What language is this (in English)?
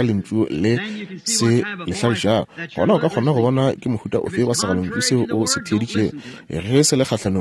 Northern Sotho